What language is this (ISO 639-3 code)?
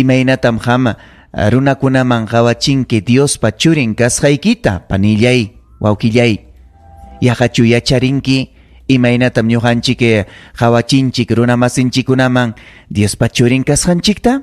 quy